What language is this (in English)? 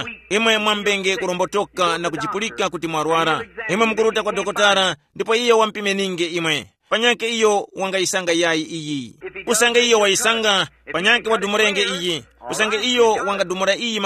Tumbuka